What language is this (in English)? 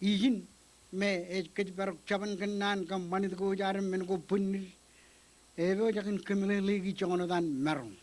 Marshallese